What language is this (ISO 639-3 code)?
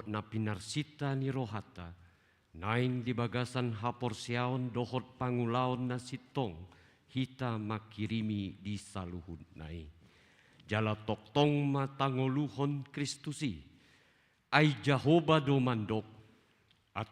bbc